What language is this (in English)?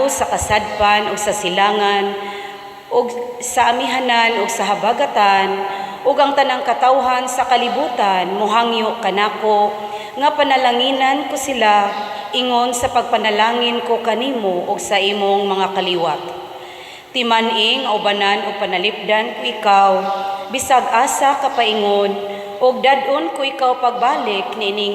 Cebuano